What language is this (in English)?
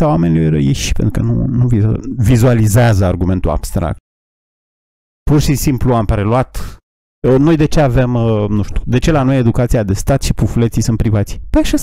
Romanian